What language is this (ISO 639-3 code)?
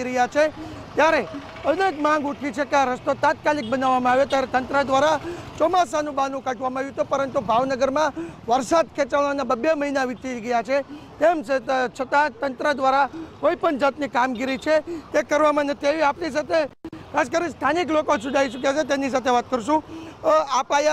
guj